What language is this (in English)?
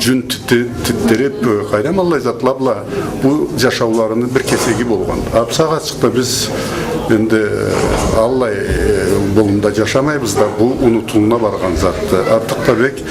Karachay-Balkar